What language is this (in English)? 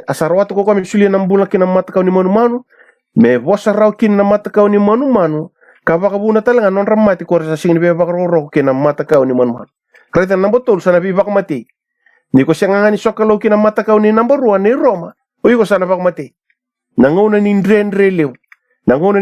Fijian